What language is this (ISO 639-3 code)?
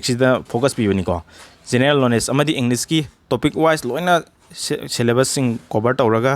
mni